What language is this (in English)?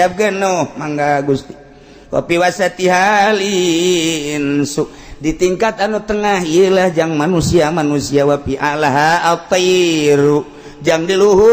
Sundanese